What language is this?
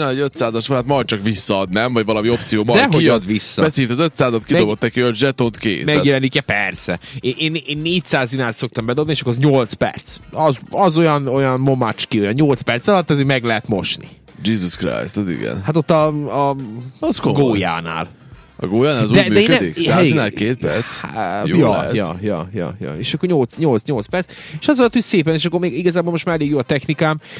Hungarian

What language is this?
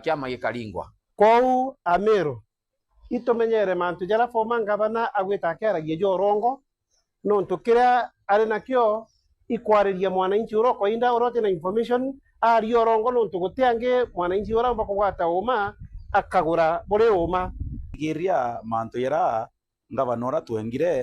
Meru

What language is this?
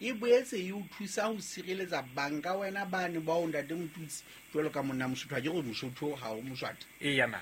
Southern Sotho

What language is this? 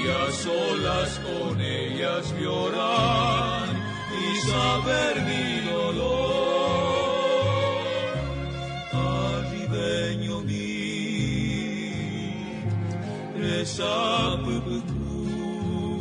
Guarani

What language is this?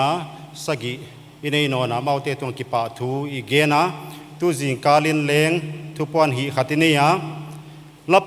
Paite Chin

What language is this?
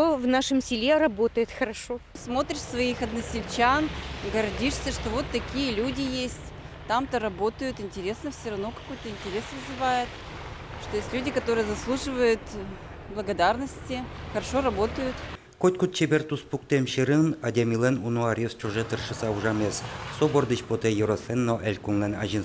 Udmurt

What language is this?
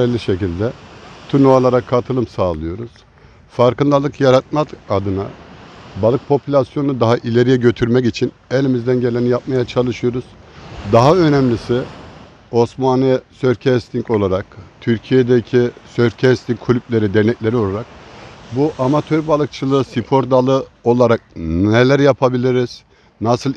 Turkish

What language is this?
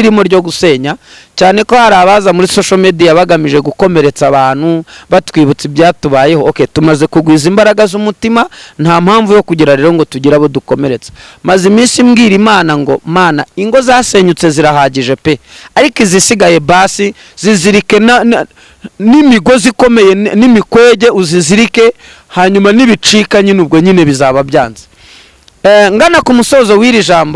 Kinyarwanda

